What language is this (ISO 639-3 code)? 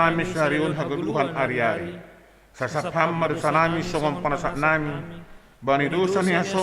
bts